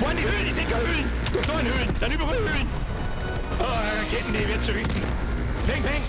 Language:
Bavarian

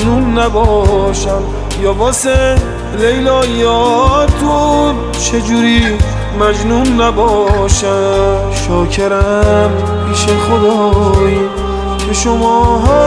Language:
Persian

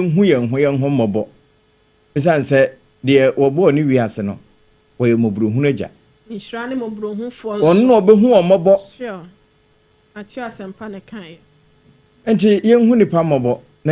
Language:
Akan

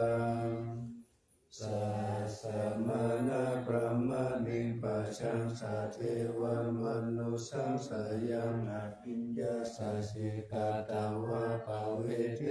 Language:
Pali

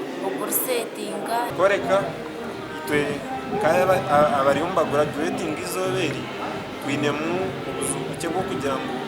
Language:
Nyankole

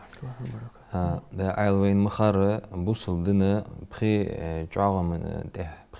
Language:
Ingush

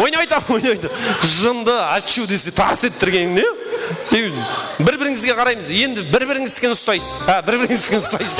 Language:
Kara-Kalpak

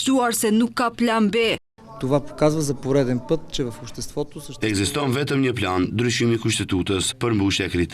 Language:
Albanian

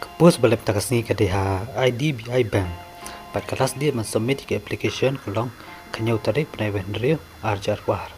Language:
Khasi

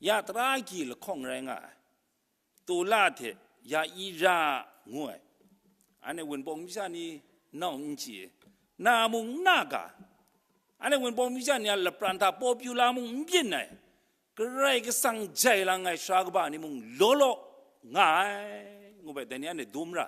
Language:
Kachin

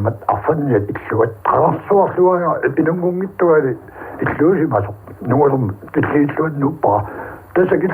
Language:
Kalaallisut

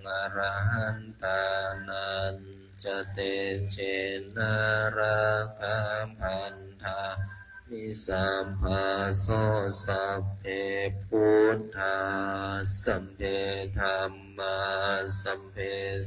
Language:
Pali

